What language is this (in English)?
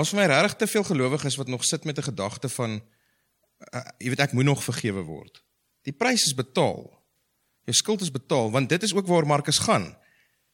Afrikaans